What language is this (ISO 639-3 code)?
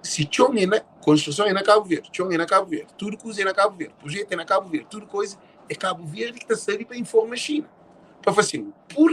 kea